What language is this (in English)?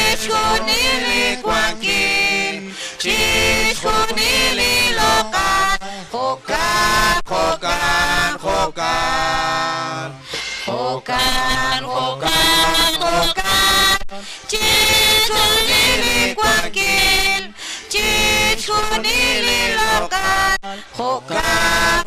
Kekchí